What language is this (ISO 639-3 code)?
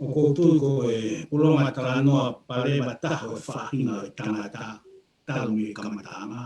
ton